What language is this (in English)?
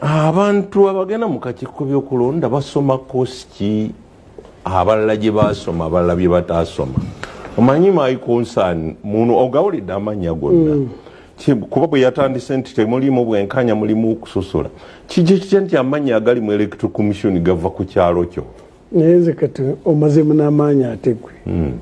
Ganda